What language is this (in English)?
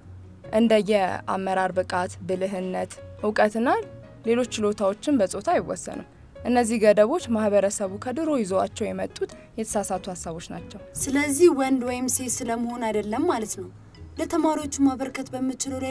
Amharic